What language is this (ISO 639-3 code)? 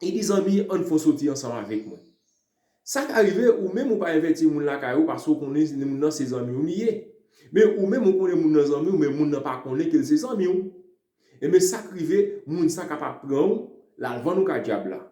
hat